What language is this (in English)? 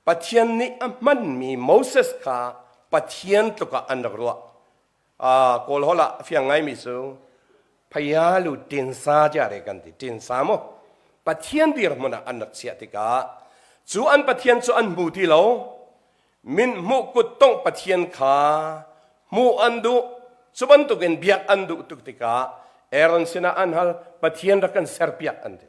Hakha Chin